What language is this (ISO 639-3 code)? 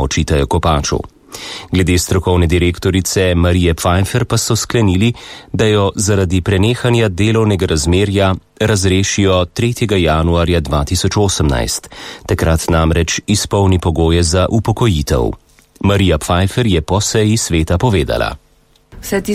slv